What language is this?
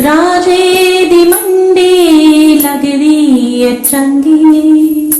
Dogri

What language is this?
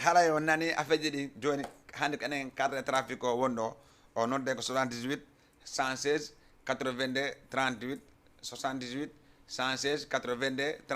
Fula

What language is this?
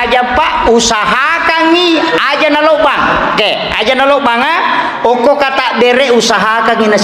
Buginese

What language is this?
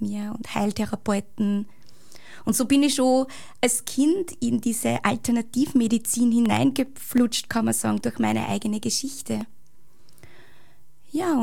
German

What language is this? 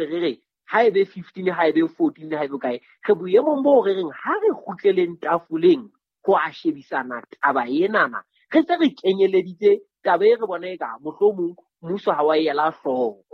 Southern Sotho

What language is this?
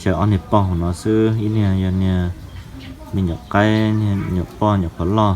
Hmong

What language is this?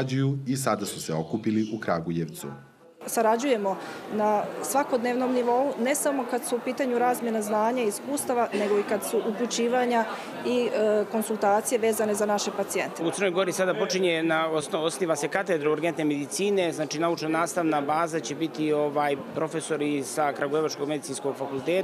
Serbian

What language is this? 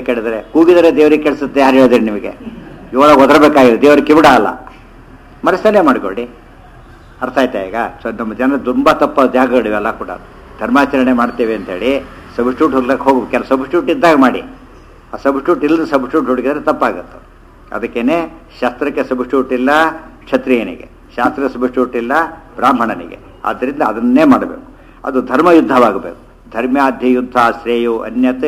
Kannada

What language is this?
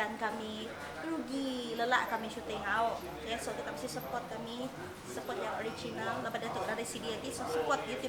Iban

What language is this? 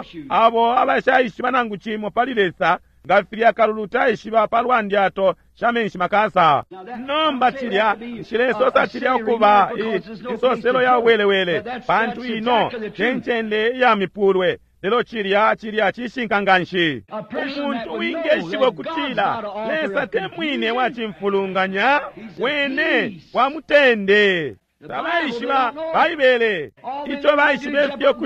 Bemba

